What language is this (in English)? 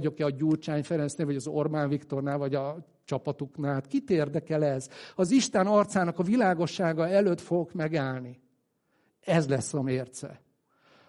Hungarian